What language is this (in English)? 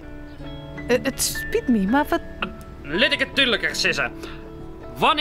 Western Frisian